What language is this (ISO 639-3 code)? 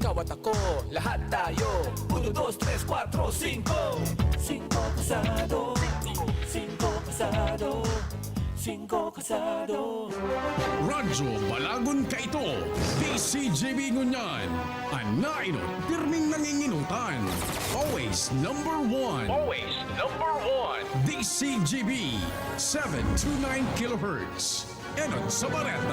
bik